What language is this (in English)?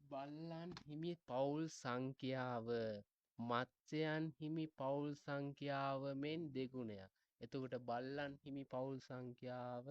Sinhala